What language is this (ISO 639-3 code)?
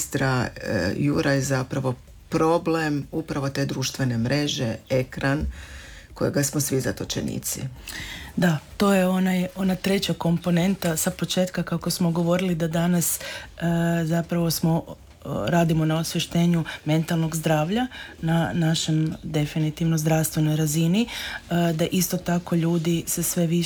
hrv